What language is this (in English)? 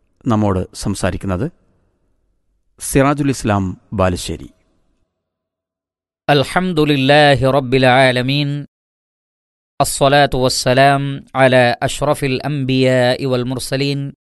Malayalam